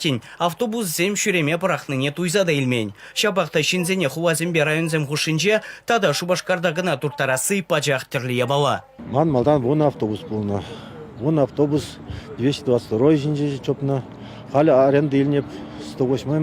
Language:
Chuvash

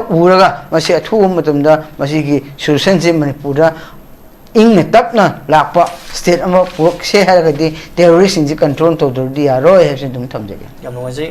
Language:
Manipuri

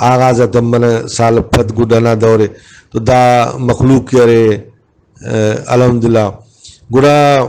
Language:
Brahui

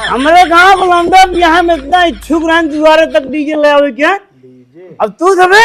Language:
Awadhi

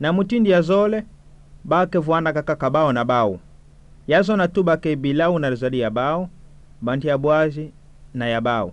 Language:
Kituba (Democratic Republic of Congo)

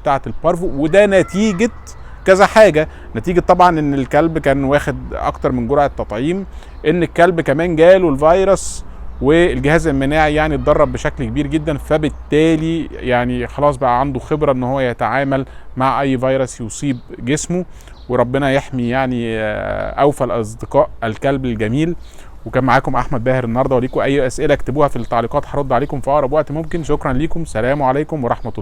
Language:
Egyptian Arabic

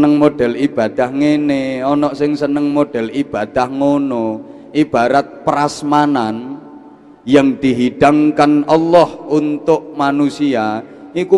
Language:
Javanese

